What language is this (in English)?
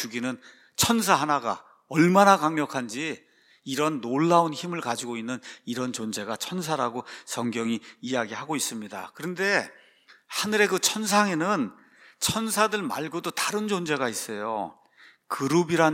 Korean